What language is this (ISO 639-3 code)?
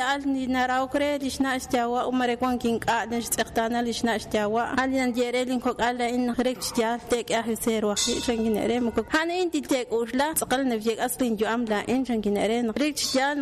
kek